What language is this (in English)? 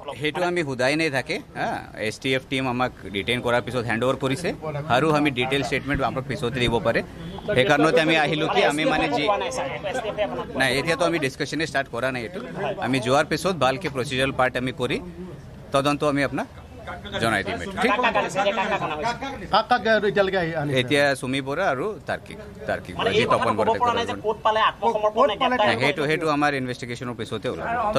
Assamese